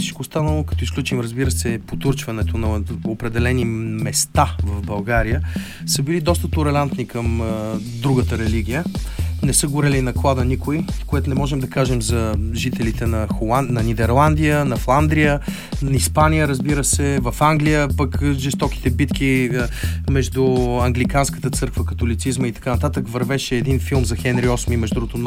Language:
Bulgarian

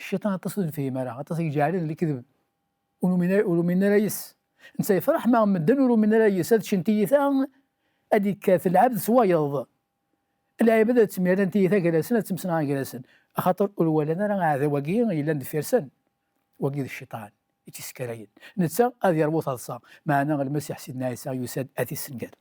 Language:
Kabyle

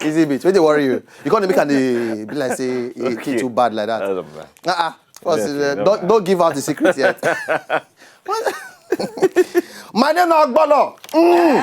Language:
Nigerian Pidgin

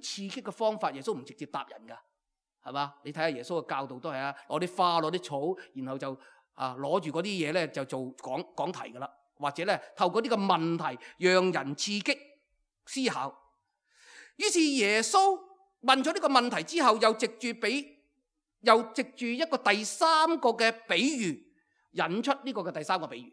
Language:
Cantonese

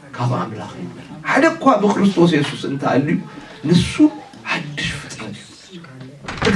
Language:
Tigrinya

